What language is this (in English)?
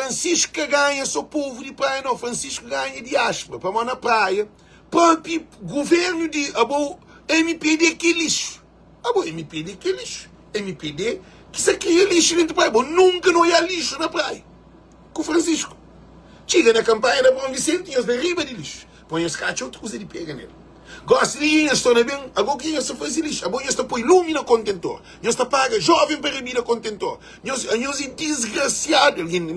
Kabuverdianu